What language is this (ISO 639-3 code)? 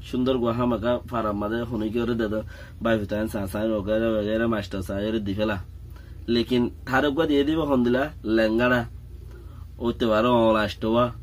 rhg